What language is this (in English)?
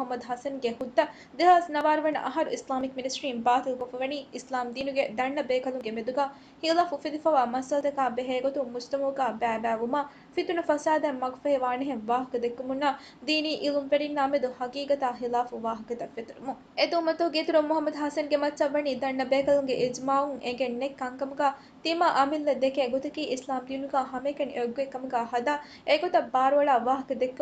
Divehi